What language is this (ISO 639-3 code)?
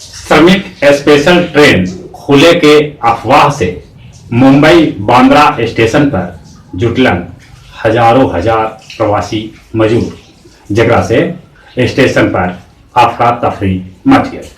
mag